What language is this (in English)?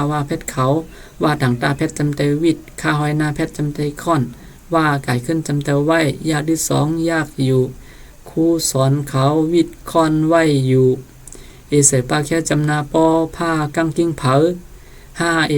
Shan